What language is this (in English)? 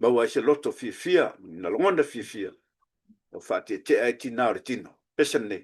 Samoan